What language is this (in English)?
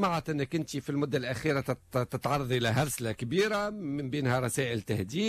Tunisian Arabic